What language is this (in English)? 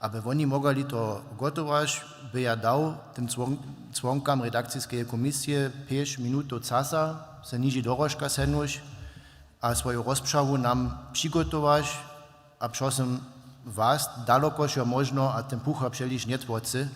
Upper Sorbian